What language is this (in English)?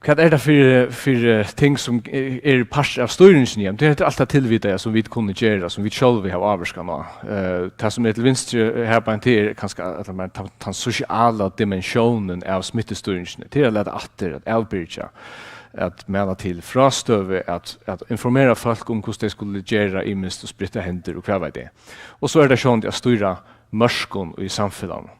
Faroese